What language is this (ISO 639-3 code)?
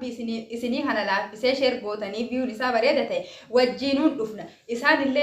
orm